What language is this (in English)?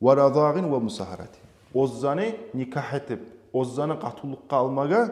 Kumyk